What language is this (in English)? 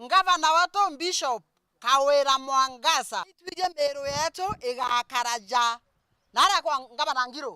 Meru